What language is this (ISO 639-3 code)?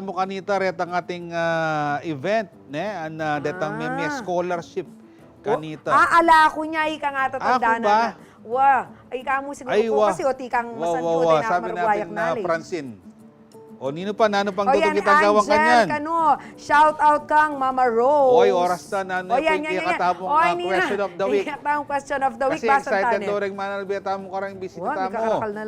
pam